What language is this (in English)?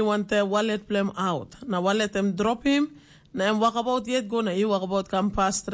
Tok Pisin